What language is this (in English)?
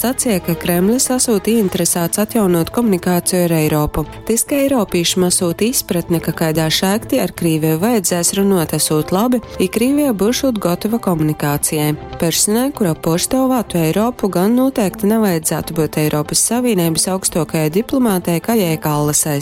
Latgalian